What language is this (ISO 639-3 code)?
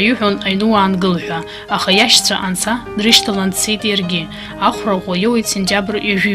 abk